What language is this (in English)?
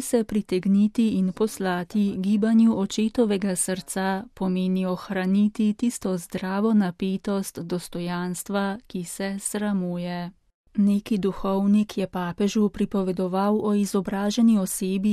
Slovenian